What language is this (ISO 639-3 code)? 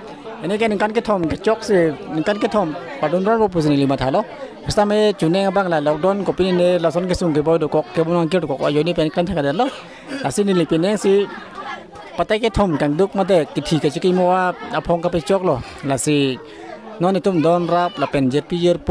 mjw